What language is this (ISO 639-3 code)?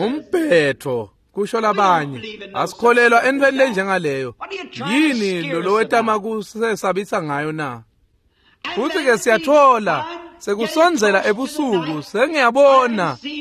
ssw